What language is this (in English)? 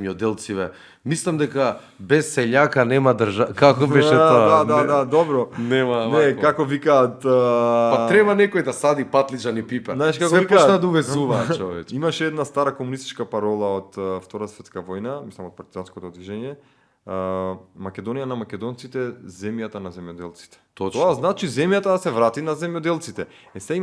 Macedonian